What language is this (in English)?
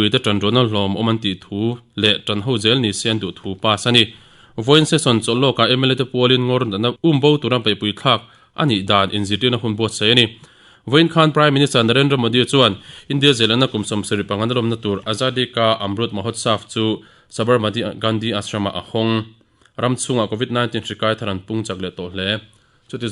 Mizo